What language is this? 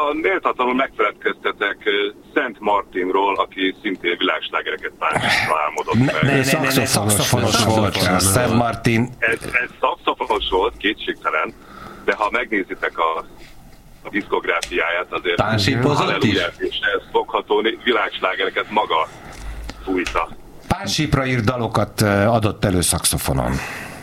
Hungarian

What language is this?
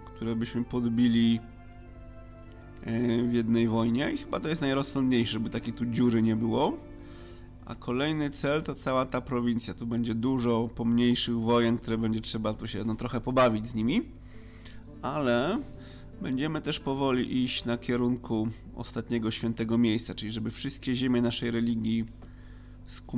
Polish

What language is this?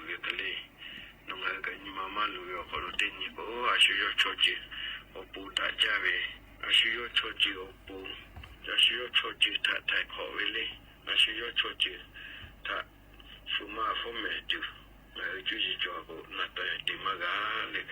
Lahu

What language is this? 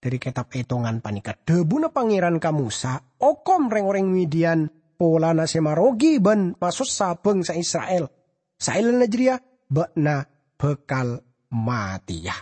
Madurese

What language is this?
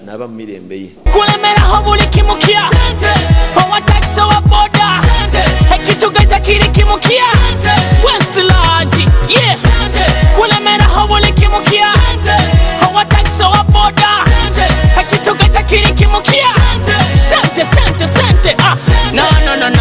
Nyoro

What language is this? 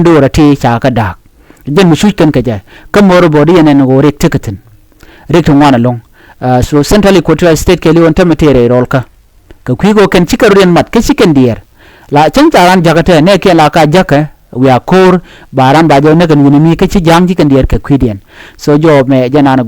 Nuer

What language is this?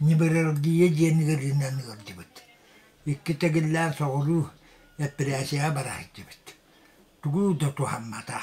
Yakut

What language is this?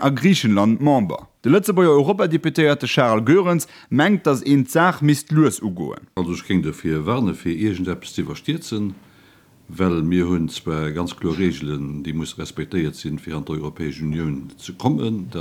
Luxembourgish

